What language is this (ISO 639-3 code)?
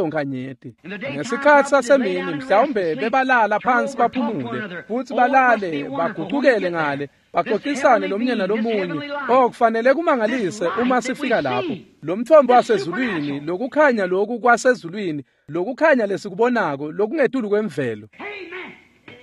ssw